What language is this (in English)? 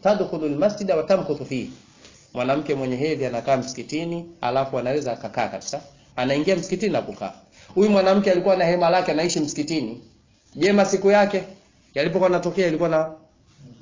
Swahili